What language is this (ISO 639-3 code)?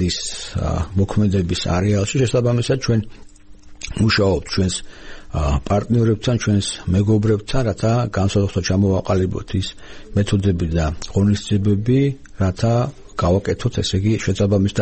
kat